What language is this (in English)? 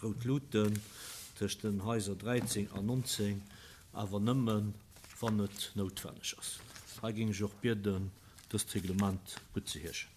Luxembourgish